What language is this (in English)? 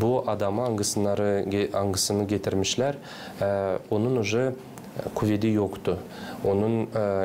Gagauz